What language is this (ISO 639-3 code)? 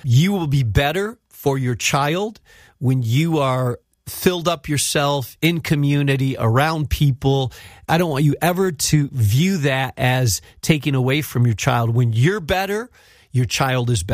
eng